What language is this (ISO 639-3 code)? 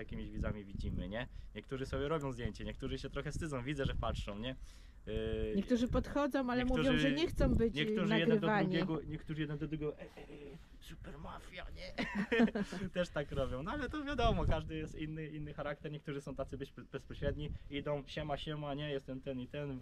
pol